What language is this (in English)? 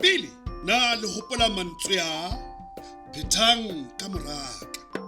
Southern Sotho